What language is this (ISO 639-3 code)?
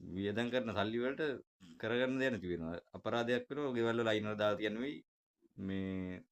sin